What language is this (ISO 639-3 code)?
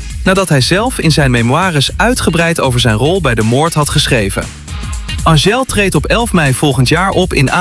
nld